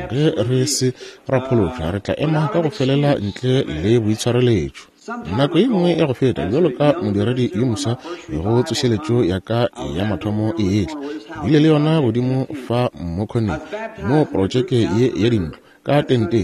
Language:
Northern Sotho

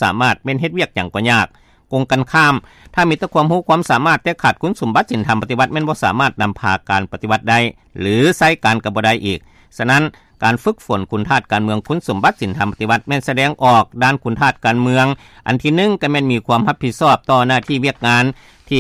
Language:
Lao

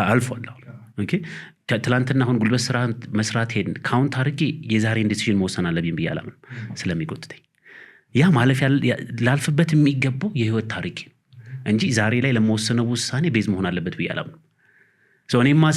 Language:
Amharic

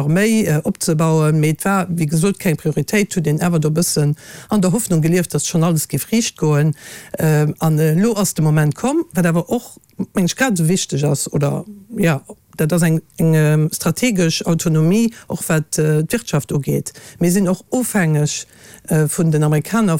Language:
Luxembourgish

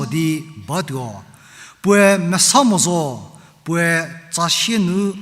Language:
Angami Naga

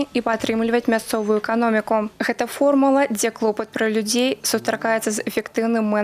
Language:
Belarusian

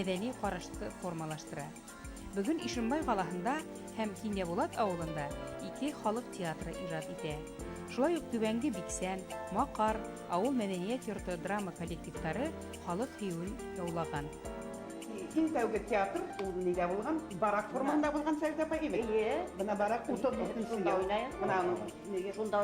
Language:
Bashkir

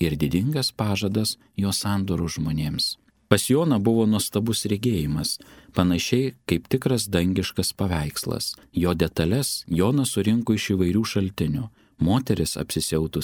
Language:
Lithuanian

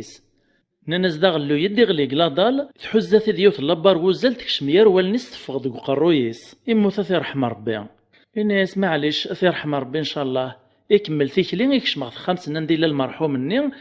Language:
Kabyle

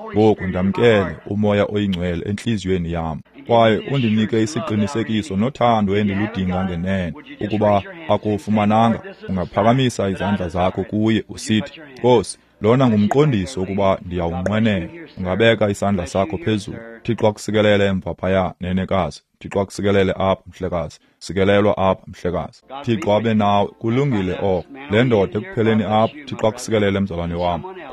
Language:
Xhosa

